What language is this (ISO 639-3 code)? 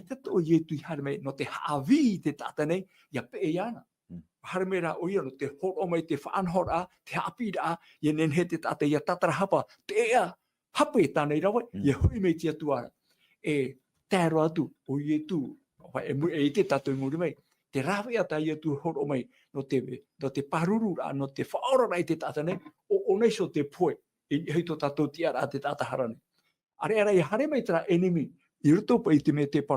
tah